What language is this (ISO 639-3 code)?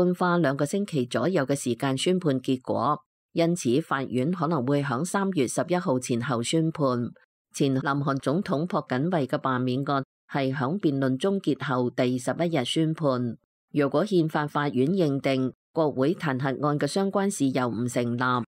yue